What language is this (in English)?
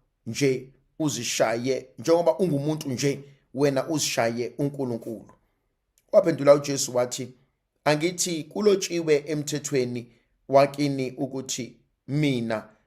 Zulu